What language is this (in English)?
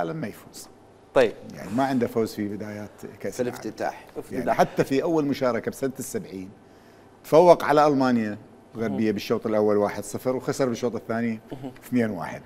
Mesopotamian Arabic